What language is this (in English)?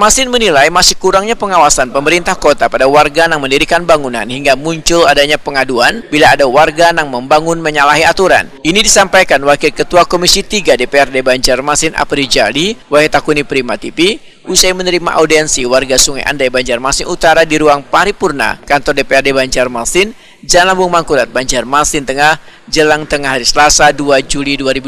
Banjar